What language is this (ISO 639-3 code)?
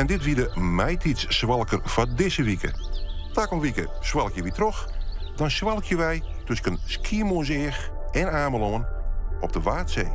fry